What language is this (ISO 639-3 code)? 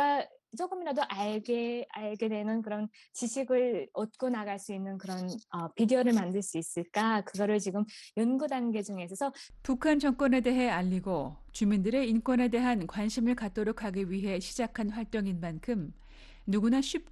kor